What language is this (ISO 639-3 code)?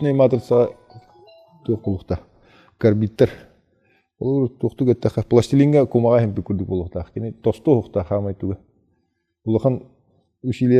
sah